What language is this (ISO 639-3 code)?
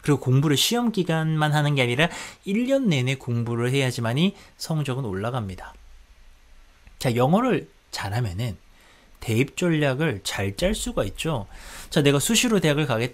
kor